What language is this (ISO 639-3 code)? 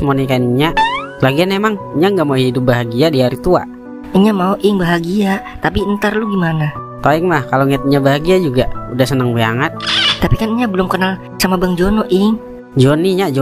bew